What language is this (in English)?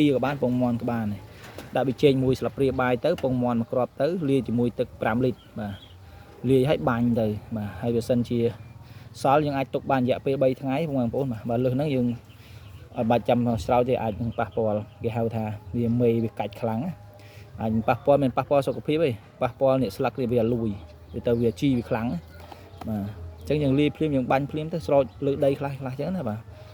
Khmer